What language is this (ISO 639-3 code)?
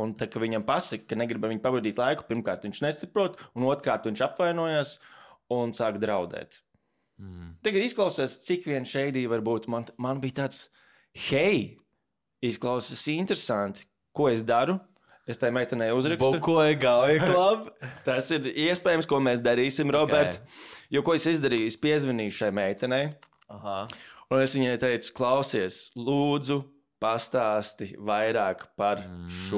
lav